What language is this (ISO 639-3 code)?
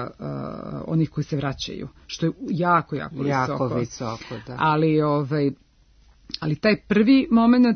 srp